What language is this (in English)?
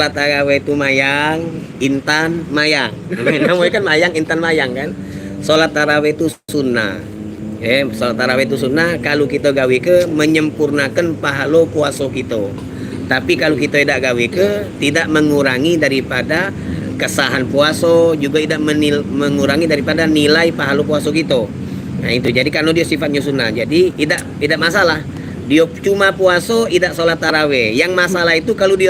Musi